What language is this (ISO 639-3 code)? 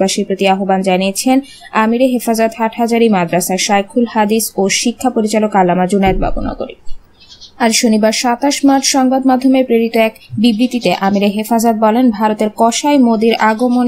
ben